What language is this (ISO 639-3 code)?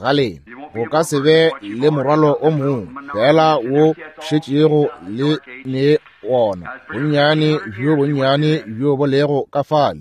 nso